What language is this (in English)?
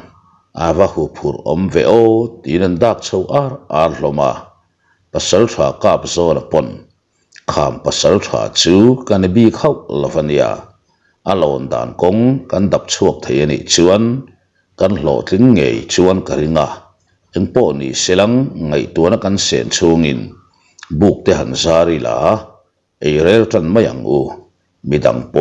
Mizo